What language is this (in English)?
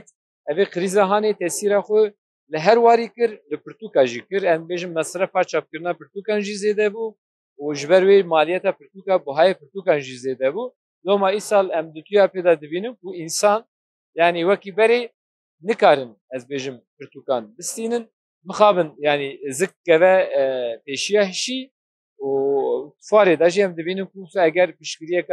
Kurdish